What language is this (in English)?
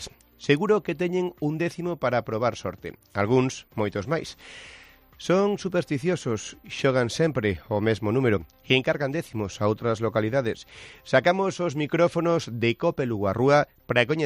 Galician